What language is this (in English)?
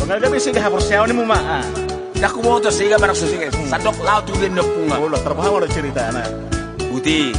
Batak Toba